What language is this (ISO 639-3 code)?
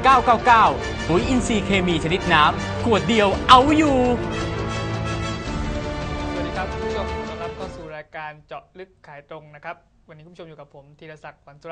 tha